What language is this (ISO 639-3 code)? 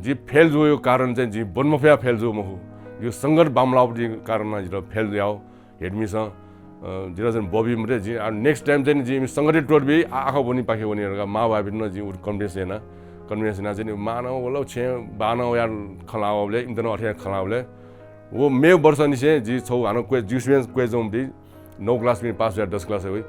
new